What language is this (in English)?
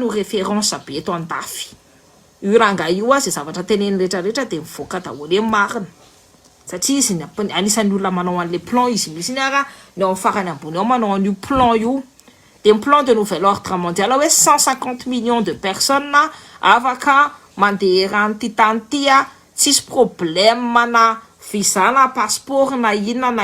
Malagasy